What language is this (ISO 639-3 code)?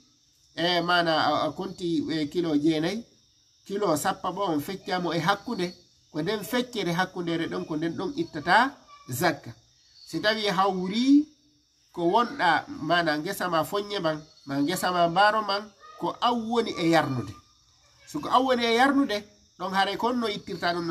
ful